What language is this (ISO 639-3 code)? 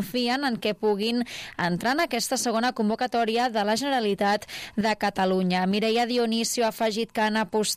cat